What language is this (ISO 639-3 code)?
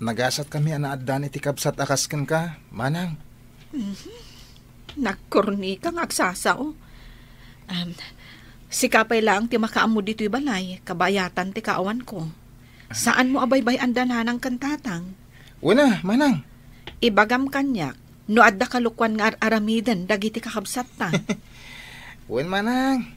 ilo